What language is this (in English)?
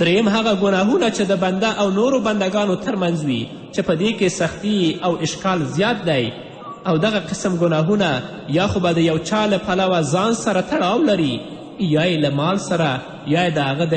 Pashto